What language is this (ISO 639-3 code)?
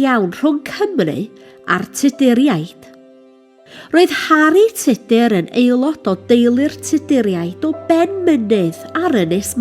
cym